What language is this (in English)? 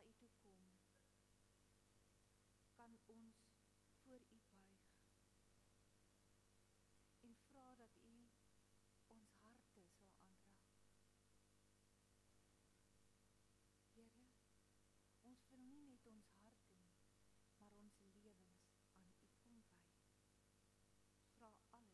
Afrikaans